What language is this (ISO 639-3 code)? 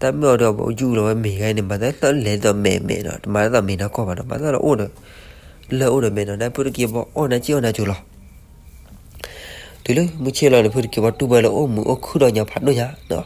ksw